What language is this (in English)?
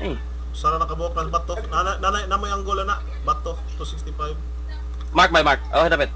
Cebuano